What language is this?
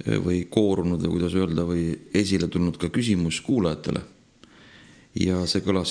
Estonian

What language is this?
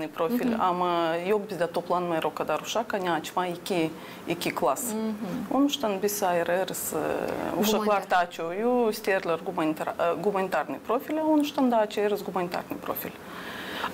Gagauz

